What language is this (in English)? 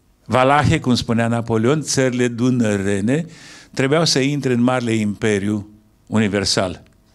Romanian